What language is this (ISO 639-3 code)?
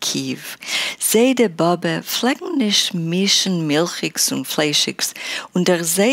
yid